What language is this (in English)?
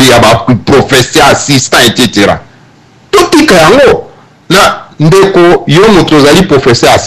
Lingala